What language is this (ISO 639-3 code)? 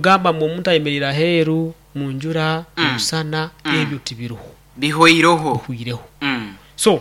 nyn